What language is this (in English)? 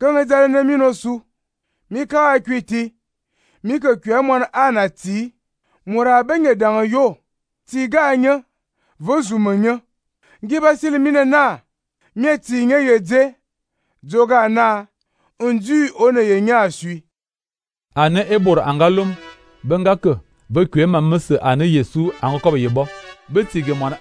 Fang